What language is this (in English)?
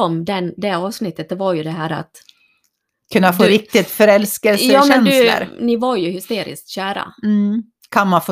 Swedish